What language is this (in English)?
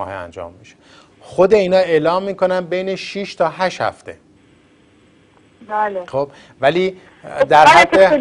Persian